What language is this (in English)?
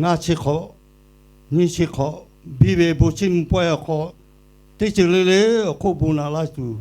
Lahu